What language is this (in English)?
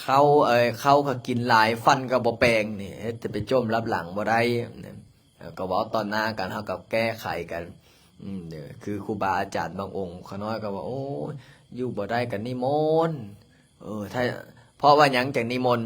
Lao